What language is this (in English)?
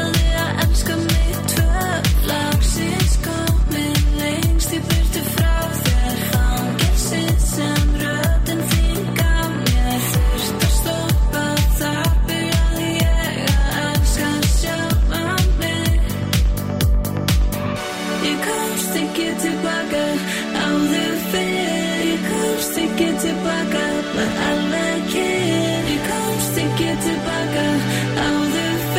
Icelandic